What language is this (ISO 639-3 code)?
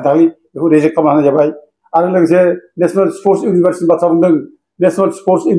brx